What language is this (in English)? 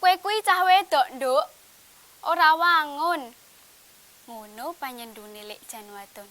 Javanese